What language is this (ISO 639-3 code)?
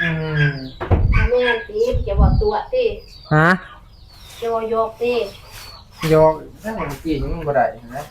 tts